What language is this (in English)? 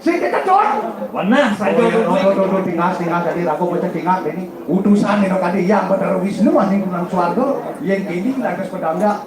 Balinese